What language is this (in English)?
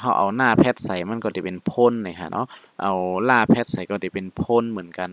Shan